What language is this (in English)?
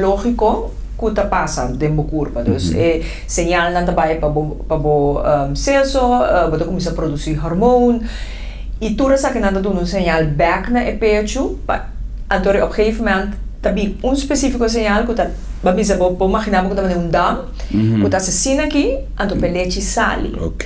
Papiamento